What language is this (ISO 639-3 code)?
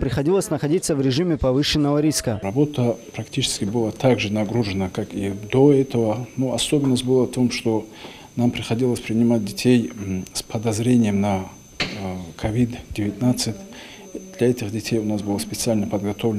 rus